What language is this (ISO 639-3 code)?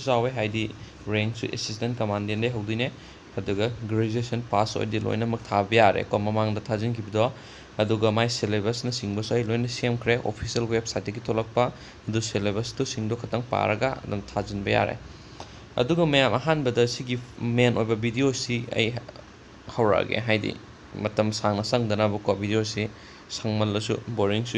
mni